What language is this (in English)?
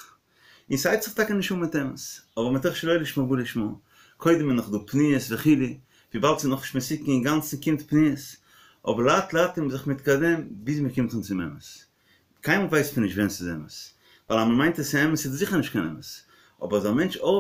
Yiddish